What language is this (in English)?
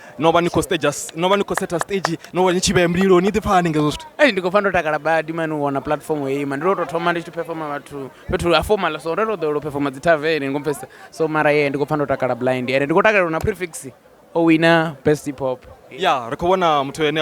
Venda